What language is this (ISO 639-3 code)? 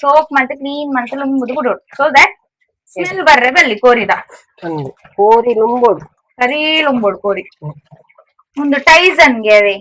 tcy